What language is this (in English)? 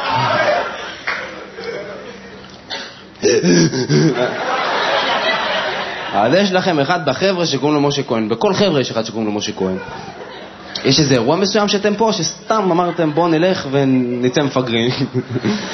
Hebrew